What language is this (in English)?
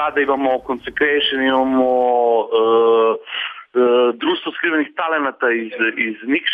Serbian